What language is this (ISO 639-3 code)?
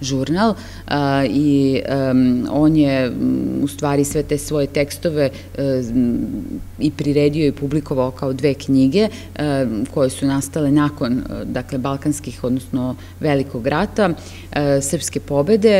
srp